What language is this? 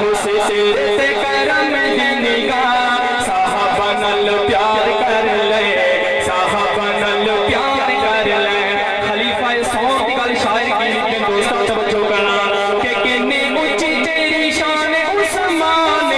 Saraiki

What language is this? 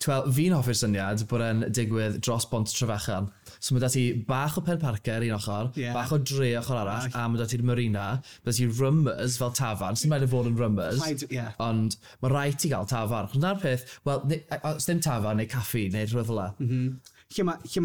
Welsh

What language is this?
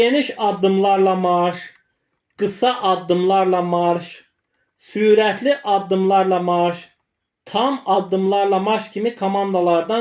Azerbaijani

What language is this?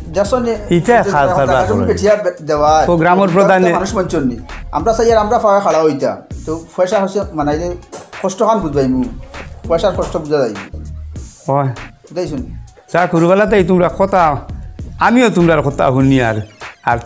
Sylheti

